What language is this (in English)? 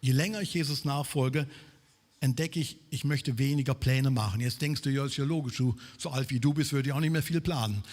Swiss German